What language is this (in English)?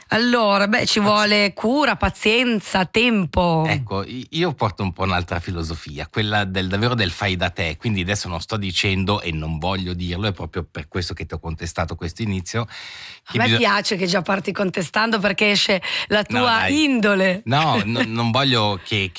Italian